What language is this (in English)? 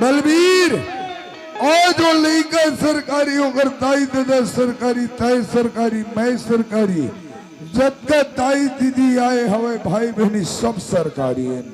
Chhattisgarhi